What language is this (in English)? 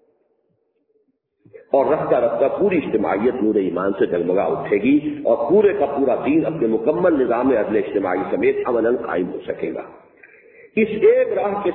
Urdu